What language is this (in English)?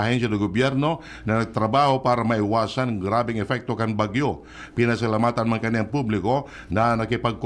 Bikol